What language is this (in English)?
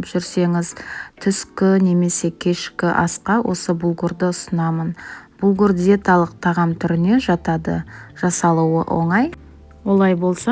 Kazakh